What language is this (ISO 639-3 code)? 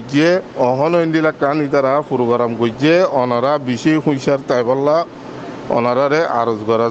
rhg